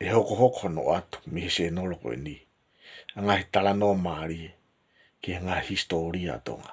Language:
Tongan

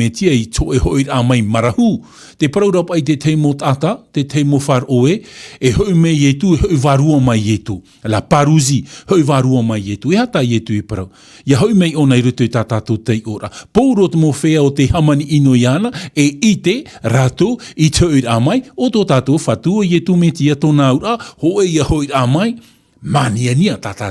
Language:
Tahitian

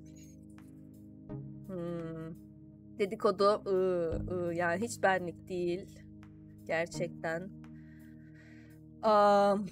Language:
Turkish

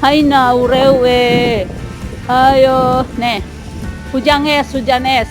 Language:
Tetum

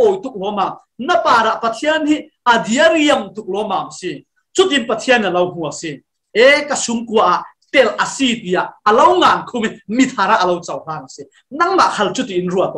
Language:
Falam Chin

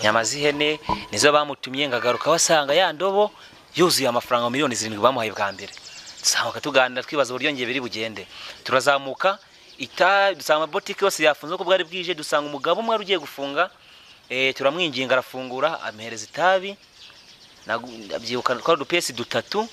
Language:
Kinyarwanda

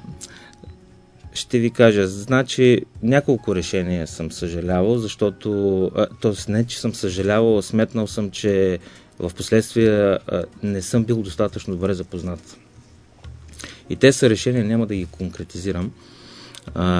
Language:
Bulgarian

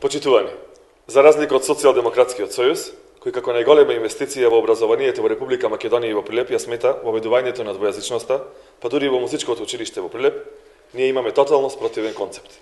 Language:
Macedonian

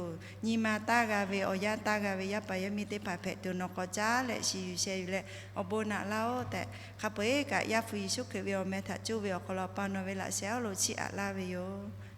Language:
Lahu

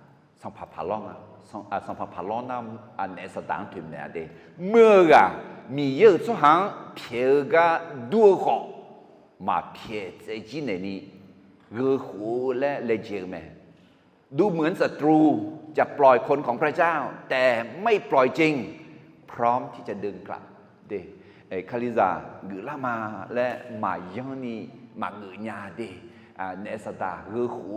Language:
Akha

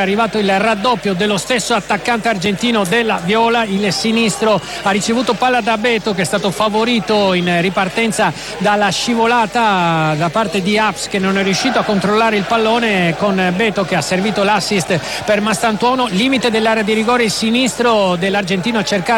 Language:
Italian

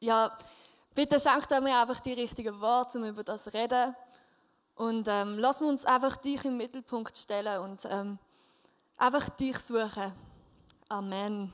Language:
Swiss German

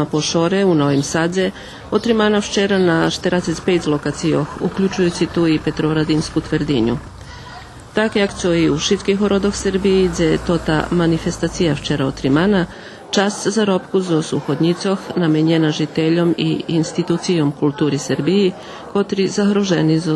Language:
Rusyn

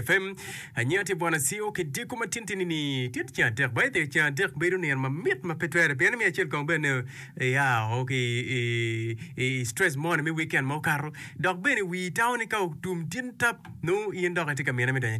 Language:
Acoli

